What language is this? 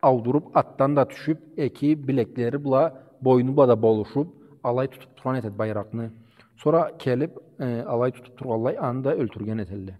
Karachay-Balkar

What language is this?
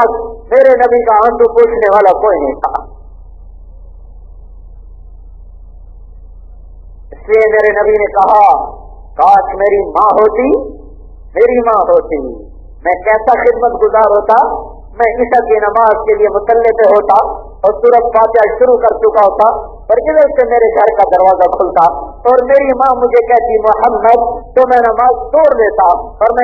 Urdu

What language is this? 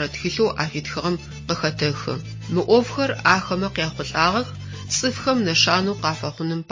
Adyghe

